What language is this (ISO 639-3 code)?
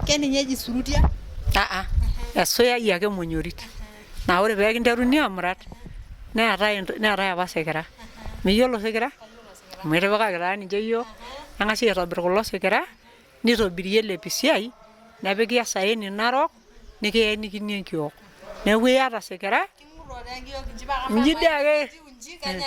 mas